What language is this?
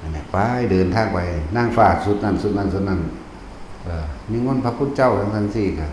Northeastern Thai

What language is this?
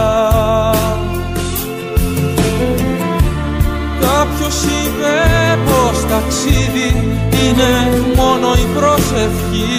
Greek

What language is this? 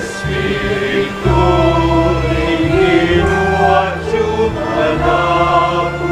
Pampanga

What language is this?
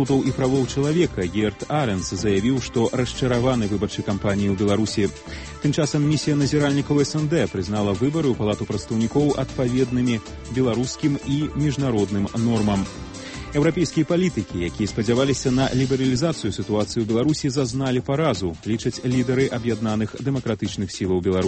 Belarusian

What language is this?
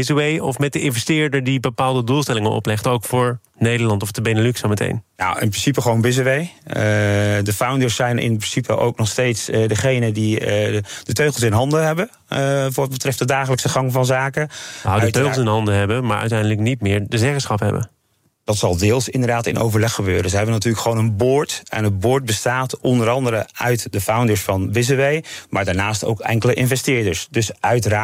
Dutch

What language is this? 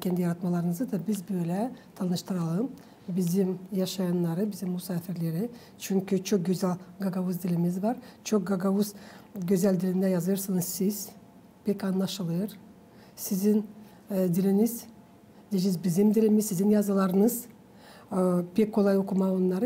Gagauz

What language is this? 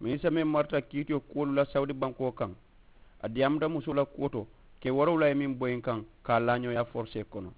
Mandingo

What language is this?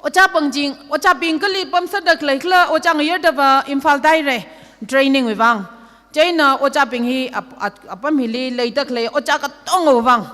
Tangkhul Naga (India)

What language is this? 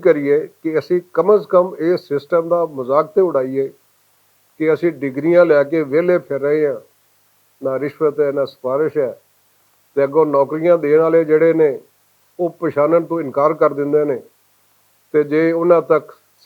Western Panjabi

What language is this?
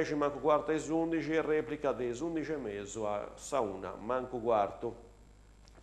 Sardinian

